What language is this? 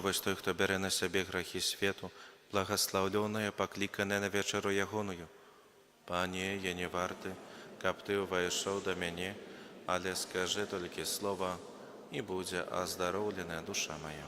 Belarusian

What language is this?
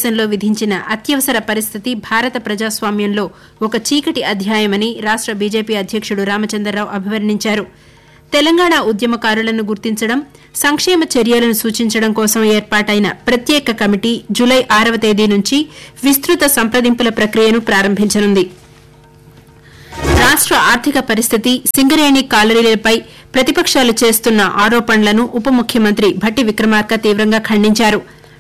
Telugu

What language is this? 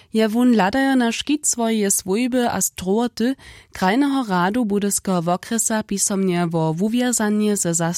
Upper Sorbian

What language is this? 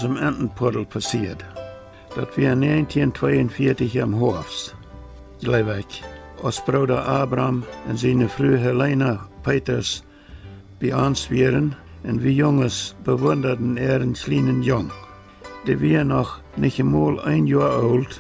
Plautdietsch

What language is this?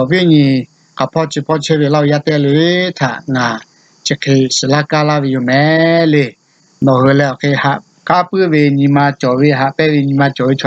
Lahu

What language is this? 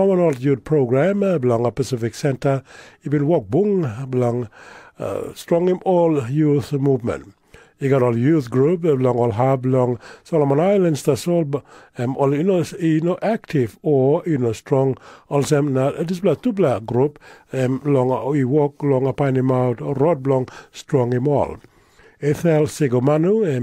Tok Pisin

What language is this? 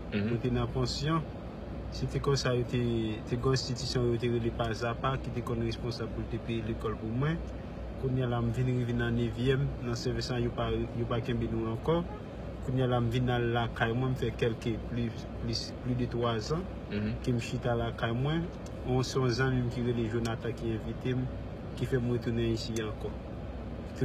Haitian Creole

